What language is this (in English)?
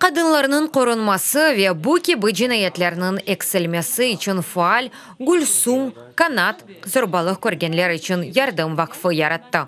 Crimean Tatar